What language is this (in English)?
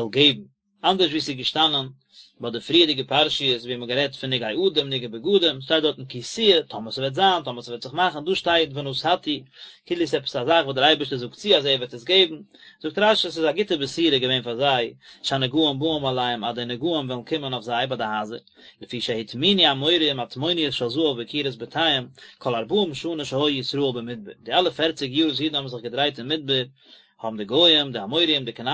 Yiddish